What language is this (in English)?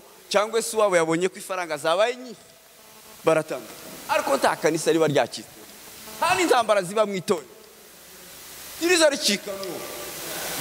Kinyarwanda